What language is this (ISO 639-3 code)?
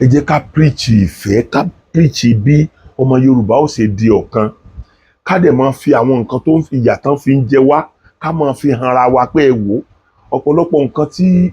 yor